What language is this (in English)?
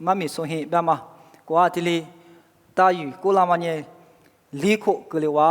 Lisu